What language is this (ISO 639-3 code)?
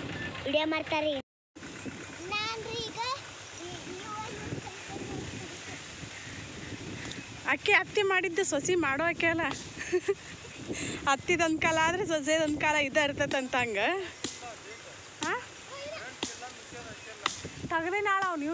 kan